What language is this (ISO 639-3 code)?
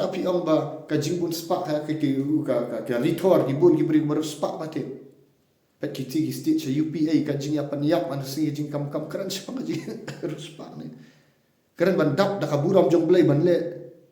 kha